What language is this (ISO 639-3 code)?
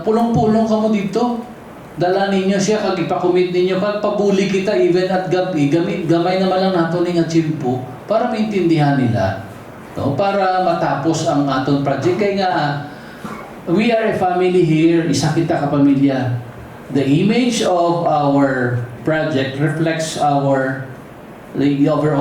hil